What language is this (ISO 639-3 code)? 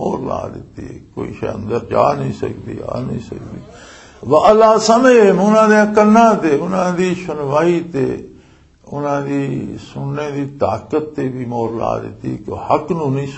lah